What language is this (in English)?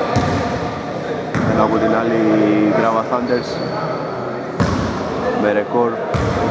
Greek